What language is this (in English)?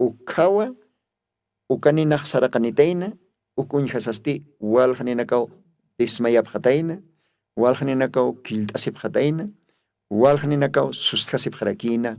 Aymara